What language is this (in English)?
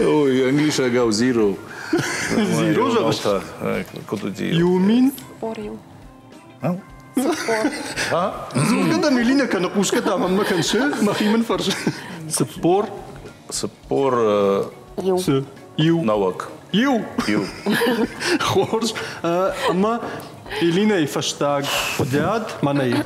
Ossetic